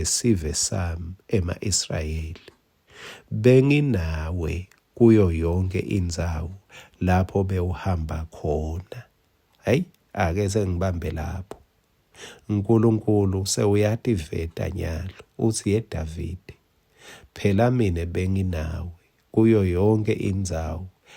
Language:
Swati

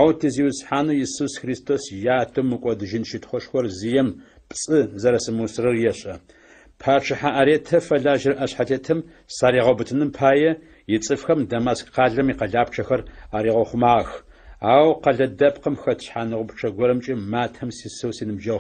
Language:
Adyghe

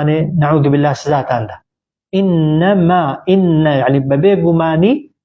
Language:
Central Kurdish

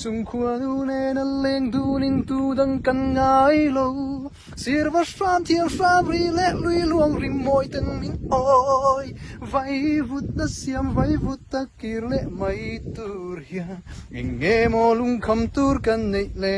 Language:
Hakha Chin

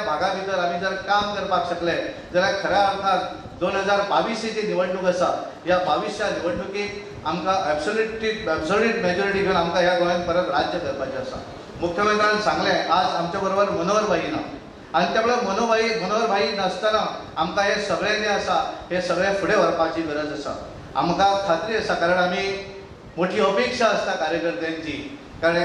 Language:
Konkani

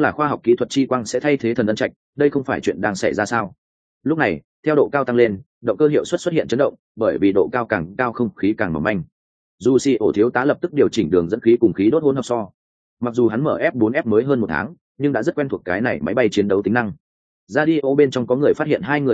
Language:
Vietnamese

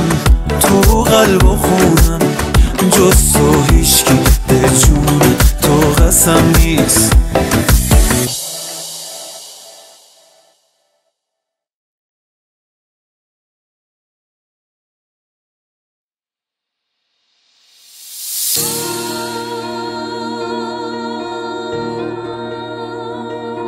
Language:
Persian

